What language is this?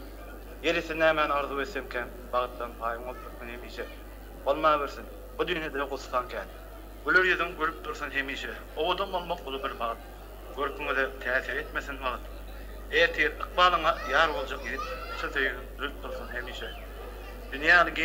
Turkmen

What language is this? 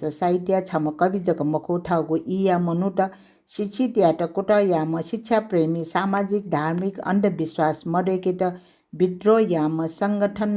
Newari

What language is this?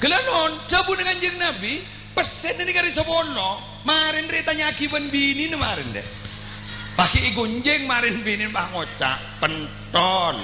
Madurese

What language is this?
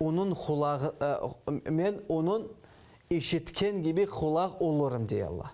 Crimean Tatar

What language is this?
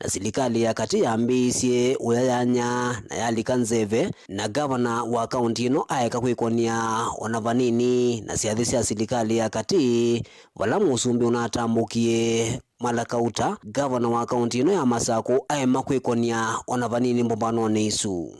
Kamba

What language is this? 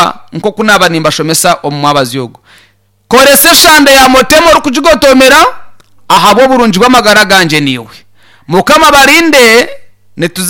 Nyankole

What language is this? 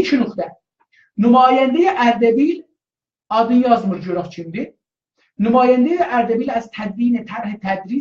South Azerbaijani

